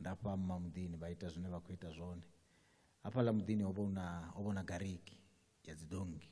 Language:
Venda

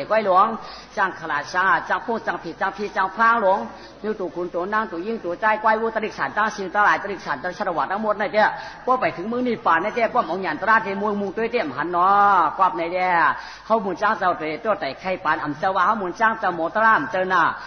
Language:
Shan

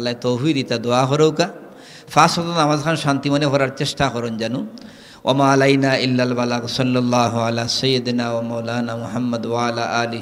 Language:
Sylheti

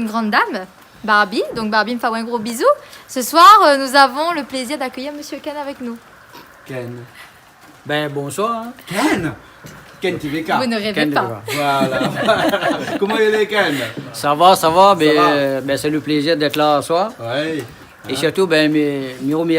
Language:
Réunion Creole French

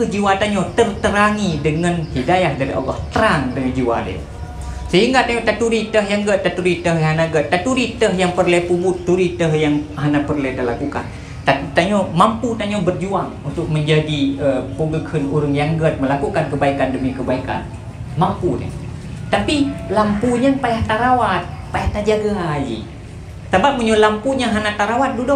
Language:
Achinese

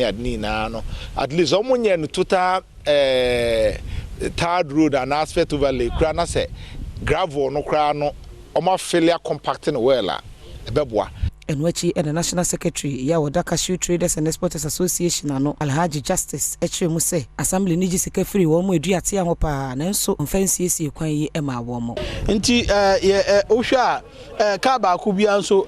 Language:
Akan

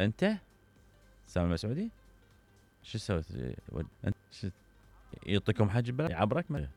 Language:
Mesopotamian Arabic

